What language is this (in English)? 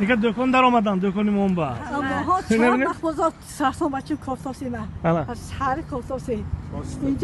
Tajik